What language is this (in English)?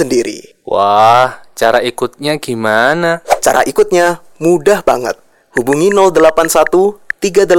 Indonesian